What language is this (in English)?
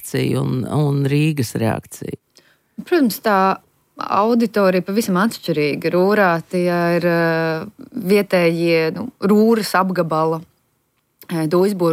Latvian